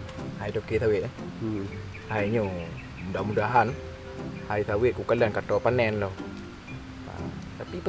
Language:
Achinese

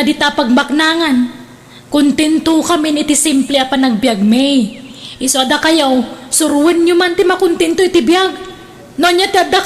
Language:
Iloko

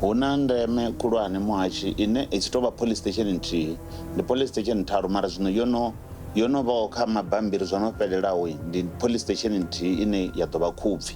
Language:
Venda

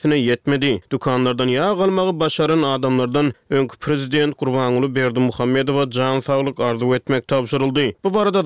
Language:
Turkmen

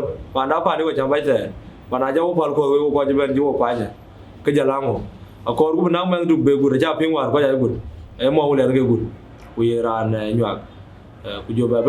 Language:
Dinka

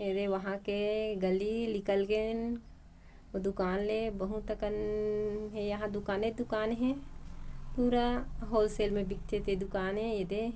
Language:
Chhattisgarhi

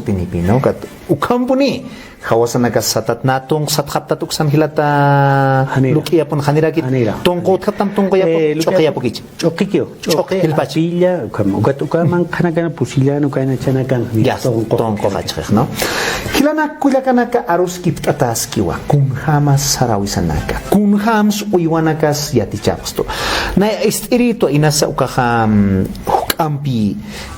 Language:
Aymara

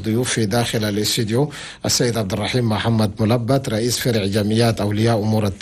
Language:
Chadian Arabic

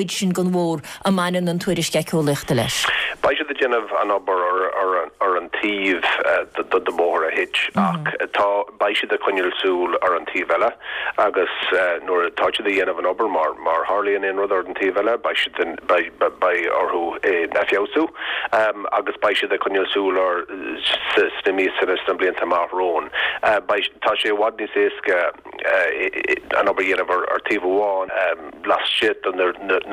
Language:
Irish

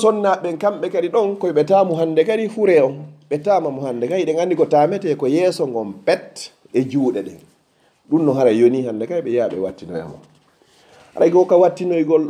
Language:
Fula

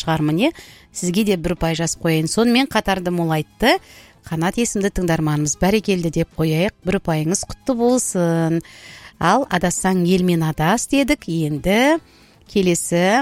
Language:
Kazakh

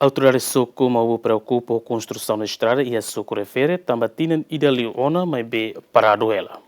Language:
Tetum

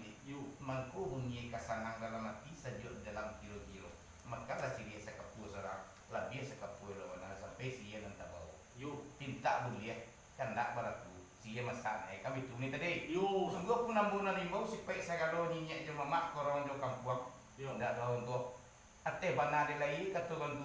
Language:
Minangkabau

